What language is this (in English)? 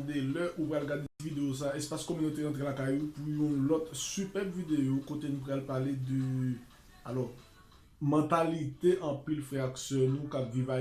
Haitian Creole